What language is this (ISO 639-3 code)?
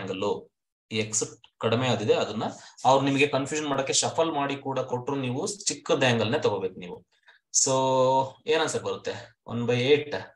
kan